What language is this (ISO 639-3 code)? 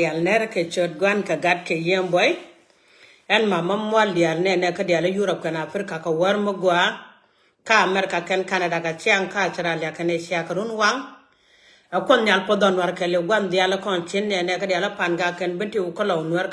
nus